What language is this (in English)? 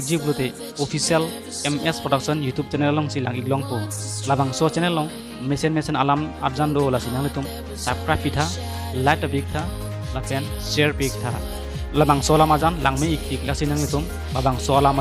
Karbi